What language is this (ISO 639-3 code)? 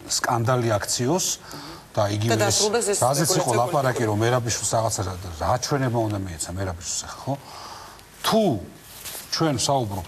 kat